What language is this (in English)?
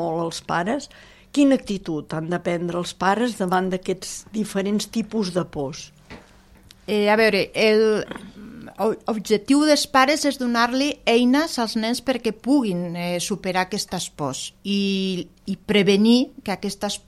Catalan